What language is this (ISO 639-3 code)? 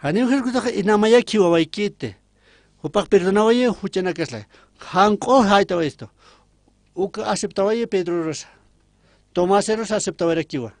aym